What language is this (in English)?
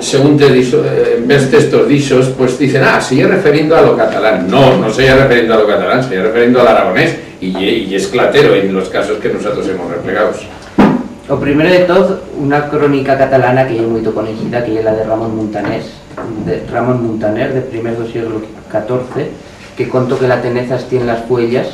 Aragonese